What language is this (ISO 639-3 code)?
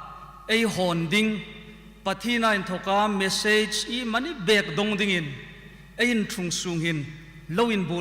hmr